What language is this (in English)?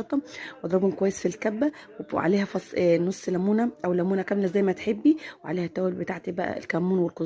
Egyptian Arabic